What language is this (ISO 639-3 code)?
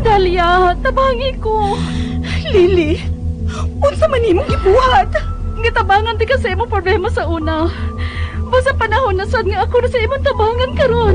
ceb